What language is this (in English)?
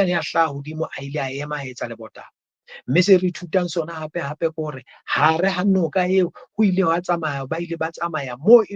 Southern Sotho